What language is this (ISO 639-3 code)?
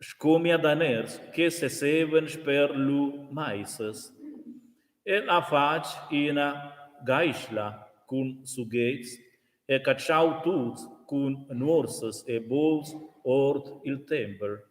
roh